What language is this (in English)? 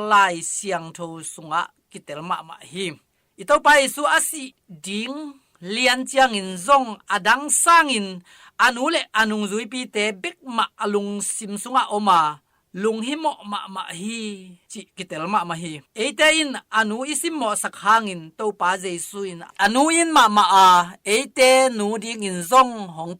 Tedim Chin